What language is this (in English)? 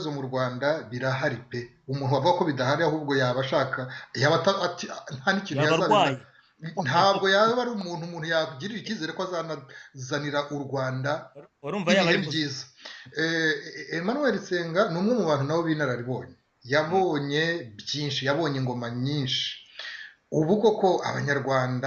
Kinyarwanda